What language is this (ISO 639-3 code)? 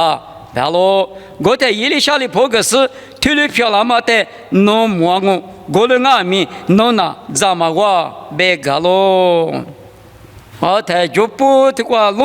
lis